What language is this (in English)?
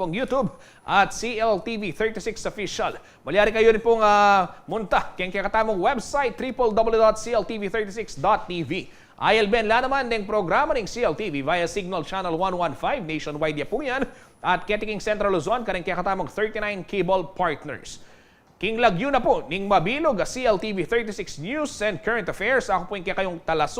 Pampanga